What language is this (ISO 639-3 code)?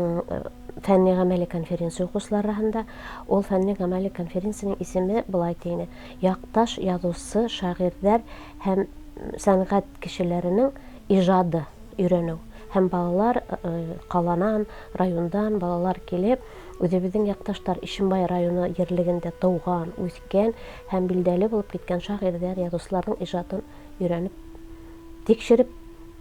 bak